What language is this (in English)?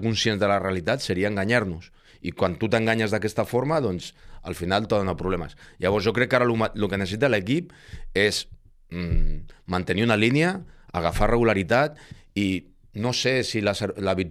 Catalan